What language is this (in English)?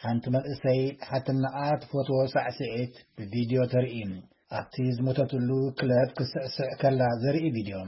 Tigrinya